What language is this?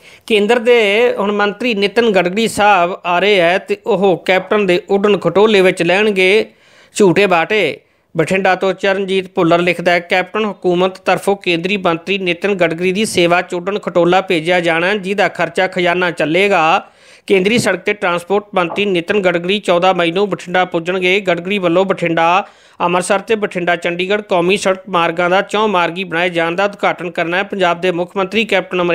Punjabi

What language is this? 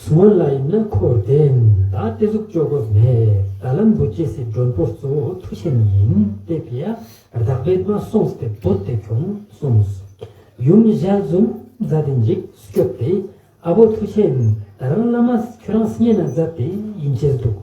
Ladakhi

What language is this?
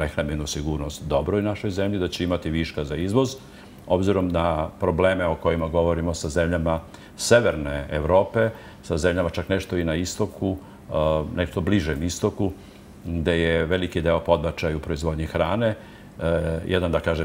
Serbian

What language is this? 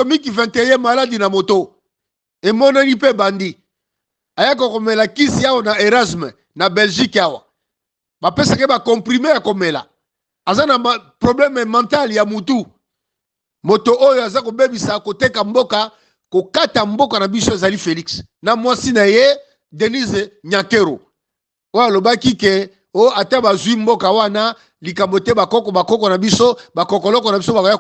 Lingala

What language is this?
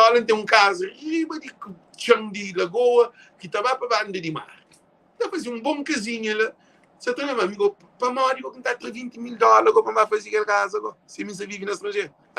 Kabuverdianu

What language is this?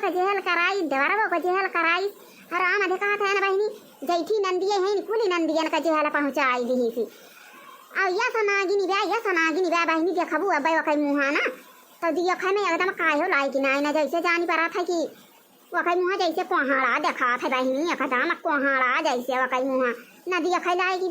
Awadhi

